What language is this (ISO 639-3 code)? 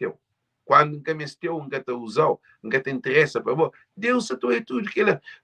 kea